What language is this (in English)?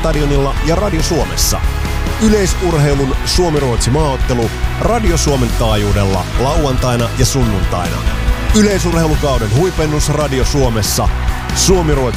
Finnish